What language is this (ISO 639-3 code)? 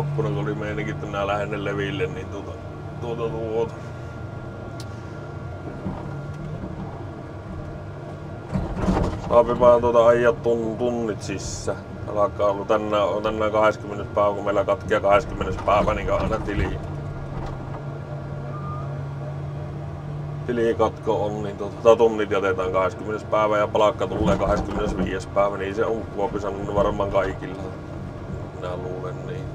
fin